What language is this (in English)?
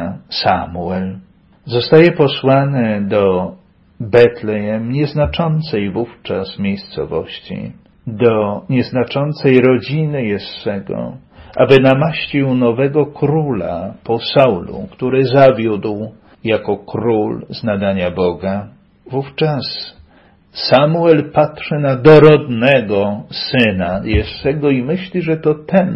Polish